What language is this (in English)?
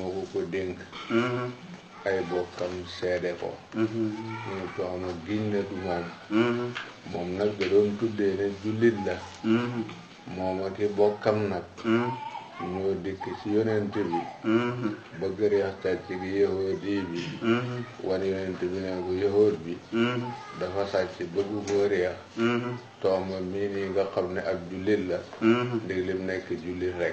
Wolof